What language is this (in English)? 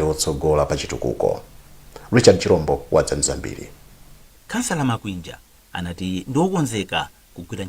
Nyanja